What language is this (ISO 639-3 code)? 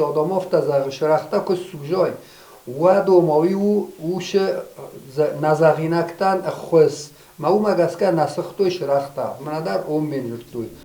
oss